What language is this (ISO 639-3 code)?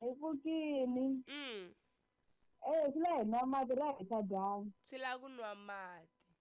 tso